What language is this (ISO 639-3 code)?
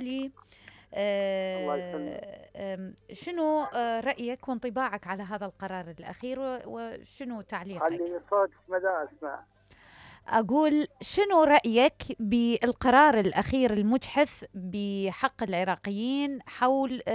acm